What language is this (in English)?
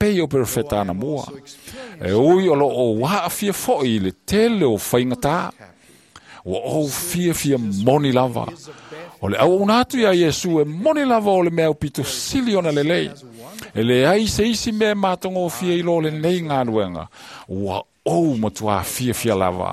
Samoan